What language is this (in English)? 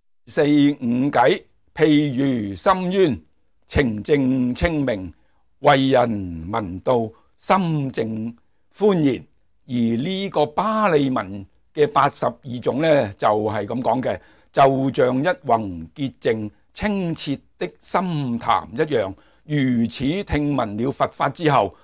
Cantonese